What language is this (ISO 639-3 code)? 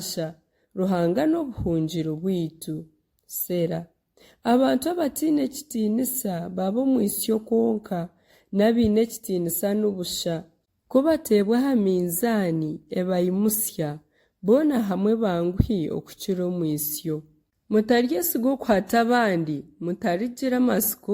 nyn